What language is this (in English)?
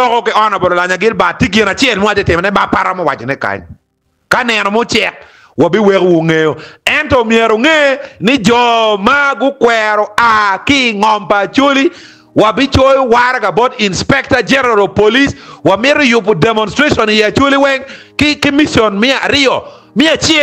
Acoli